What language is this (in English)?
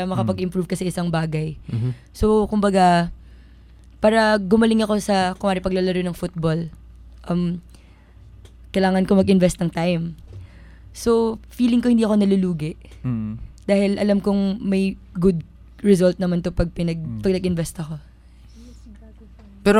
Filipino